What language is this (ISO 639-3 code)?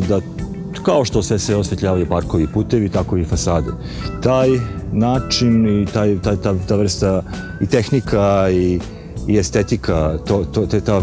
srp